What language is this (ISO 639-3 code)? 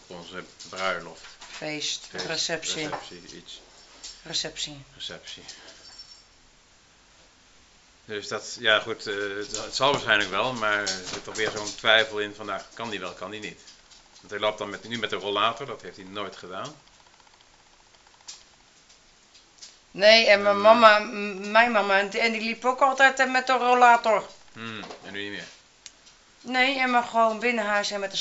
nld